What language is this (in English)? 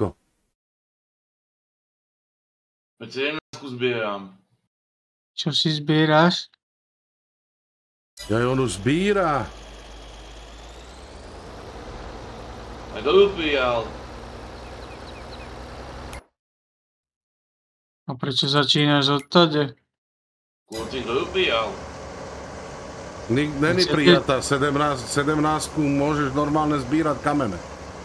Slovak